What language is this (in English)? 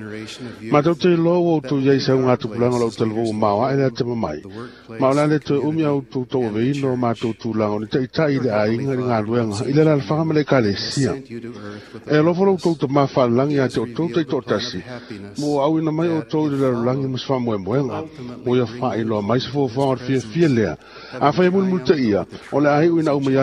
Samoan